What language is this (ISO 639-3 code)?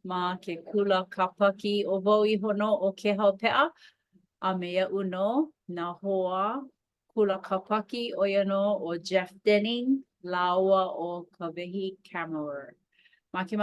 haw